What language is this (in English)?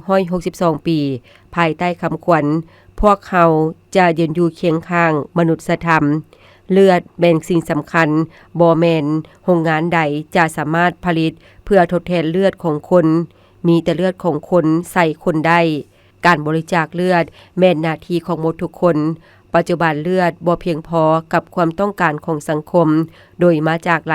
Lao